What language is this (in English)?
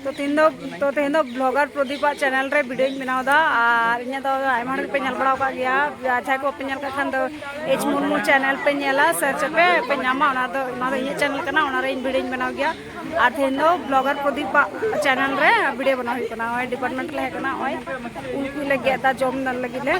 Santali